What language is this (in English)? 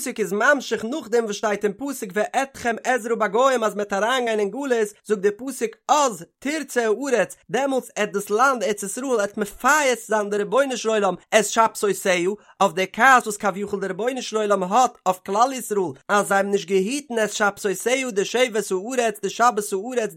Yiddish